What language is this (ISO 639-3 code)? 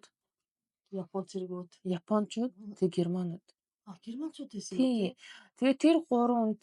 mon